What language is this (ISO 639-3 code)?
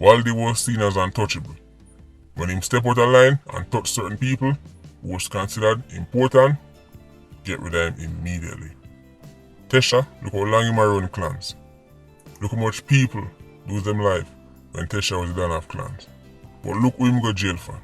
jam